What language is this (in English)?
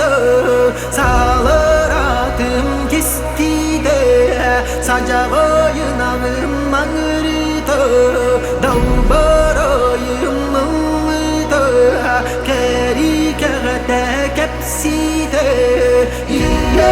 Yakut